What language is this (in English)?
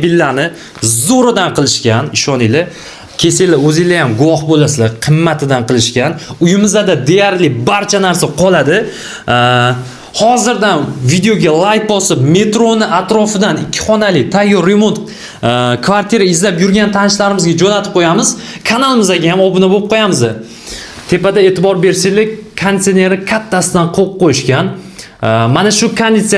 Uzbek